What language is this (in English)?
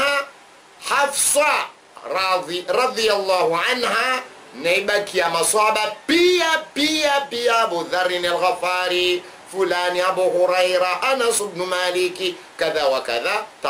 Swahili